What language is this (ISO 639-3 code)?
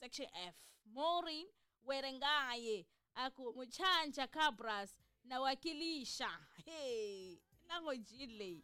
tso